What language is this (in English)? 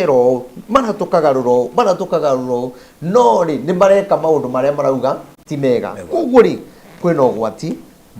Kikuyu